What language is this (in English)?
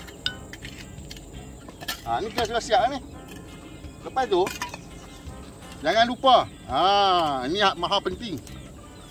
Malay